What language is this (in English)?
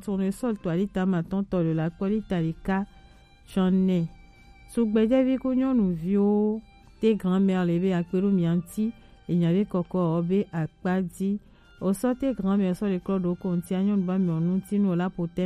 Gen